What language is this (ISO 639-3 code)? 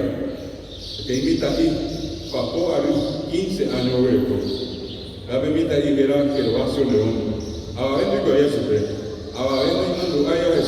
grn